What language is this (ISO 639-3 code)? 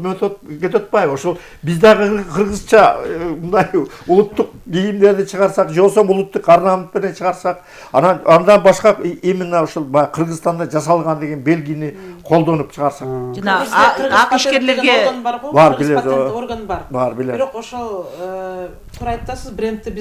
kir